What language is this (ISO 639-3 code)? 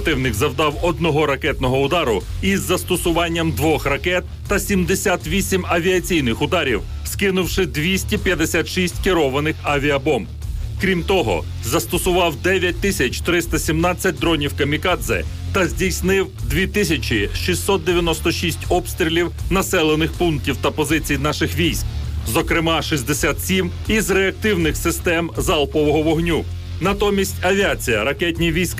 ukr